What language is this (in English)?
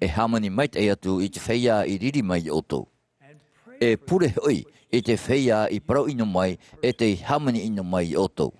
Tahitian